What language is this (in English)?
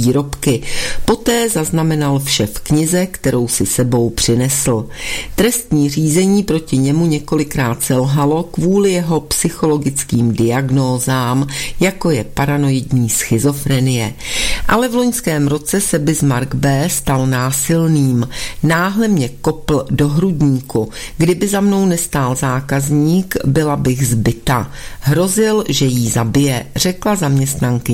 Czech